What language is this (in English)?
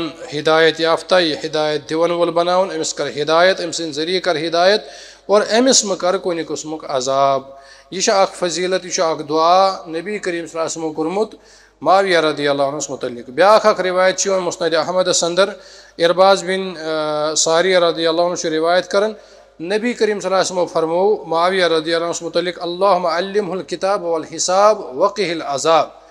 Kashmiri